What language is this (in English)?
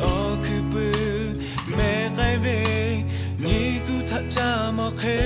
Lahu